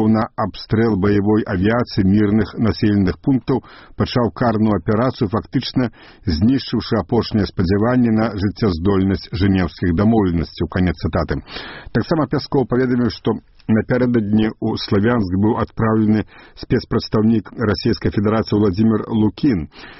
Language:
Belarusian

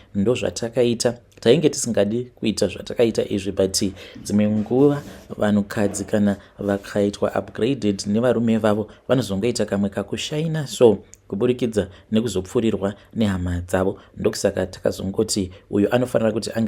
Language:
Shona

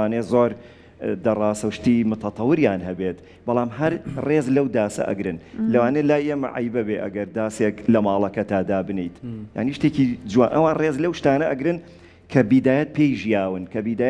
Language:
Central Kurdish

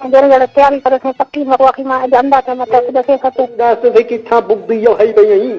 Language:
Saraiki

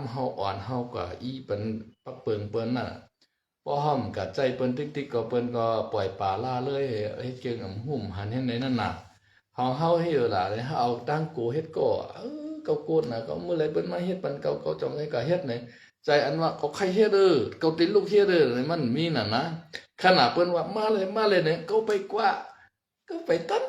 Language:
Shan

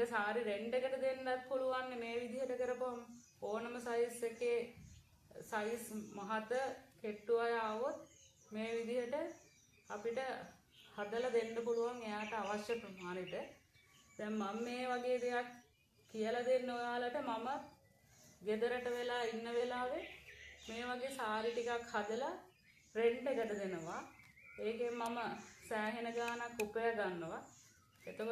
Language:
Sinhala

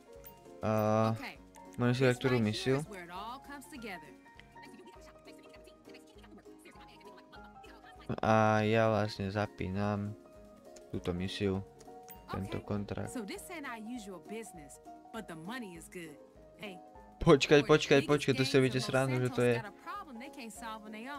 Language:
Slovak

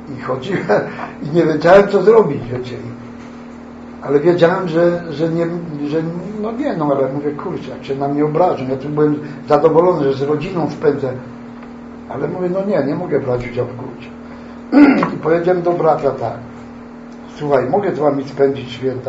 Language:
Polish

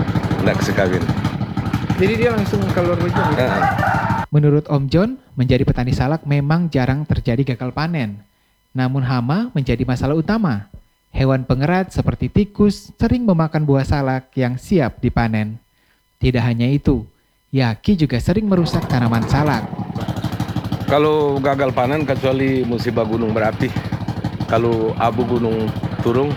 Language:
Indonesian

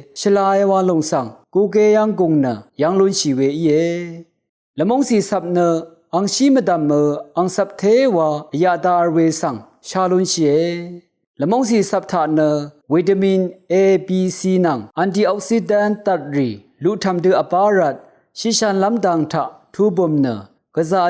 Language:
Rawang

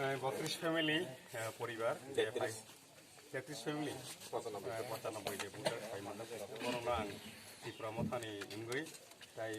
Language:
Kok Borok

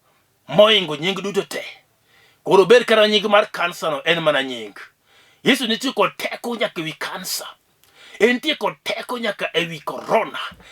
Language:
Luo (Kenya and Tanzania)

